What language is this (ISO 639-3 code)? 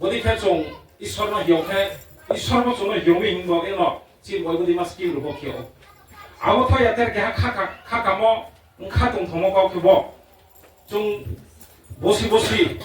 ria